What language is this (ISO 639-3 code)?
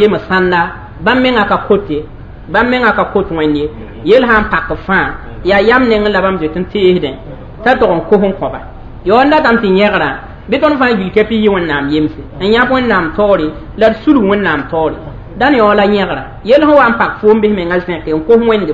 mos